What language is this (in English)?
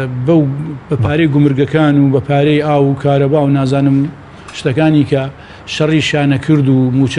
Central Kurdish